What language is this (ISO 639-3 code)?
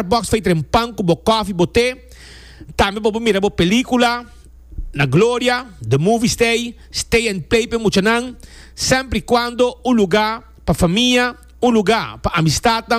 pap